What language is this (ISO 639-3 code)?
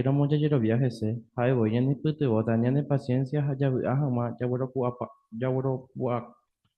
grn